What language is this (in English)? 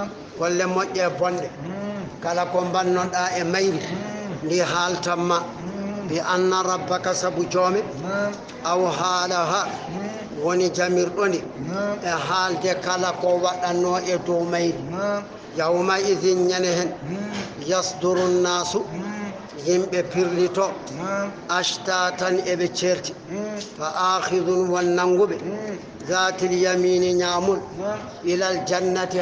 Fula